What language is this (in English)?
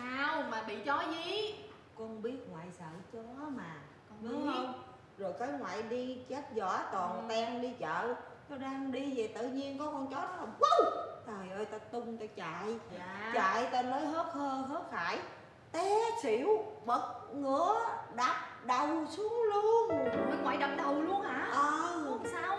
Vietnamese